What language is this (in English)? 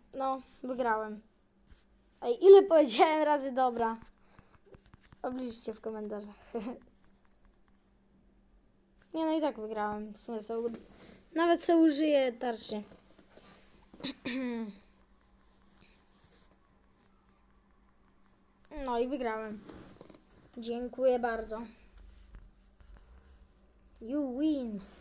Polish